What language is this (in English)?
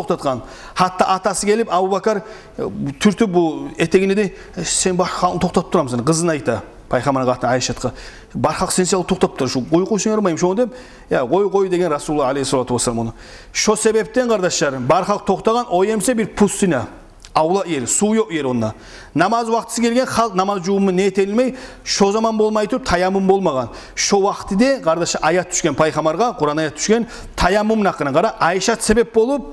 Kumyk